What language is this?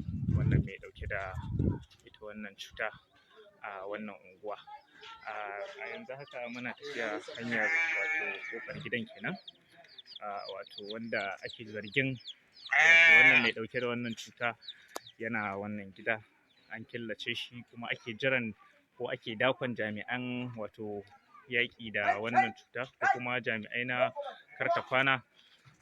Hausa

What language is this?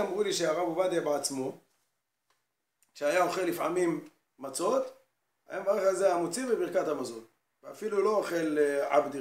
Hebrew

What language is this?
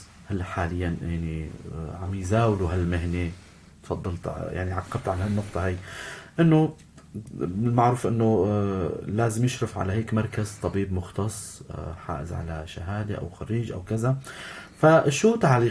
North Levantine Arabic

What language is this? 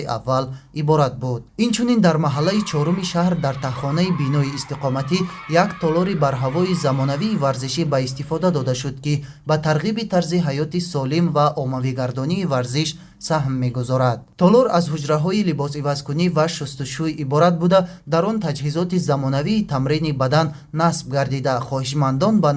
Tajik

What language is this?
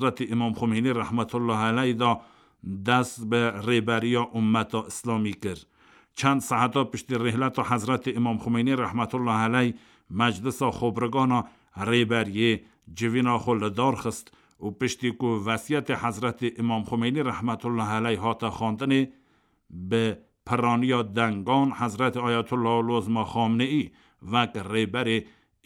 Kurdish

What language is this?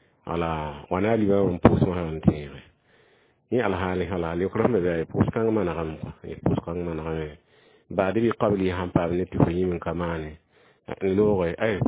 Mossi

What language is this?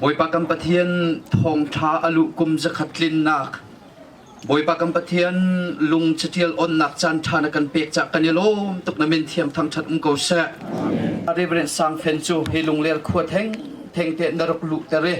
Hakha Chin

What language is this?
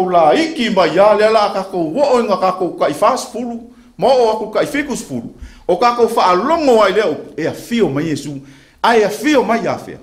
Samoan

